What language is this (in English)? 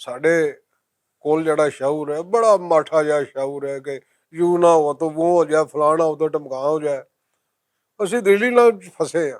Western Panjabi